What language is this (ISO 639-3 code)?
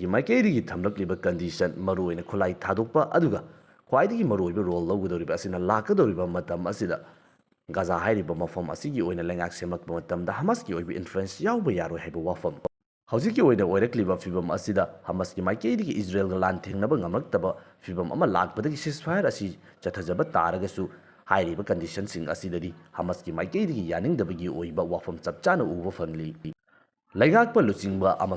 mni